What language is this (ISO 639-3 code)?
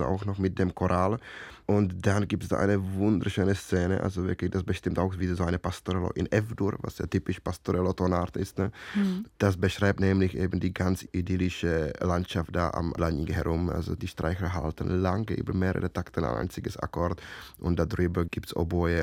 deu